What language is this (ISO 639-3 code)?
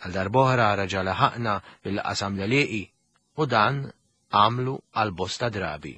mlt